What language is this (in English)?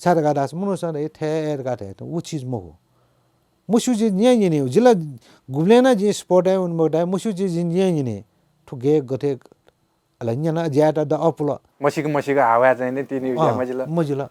Newari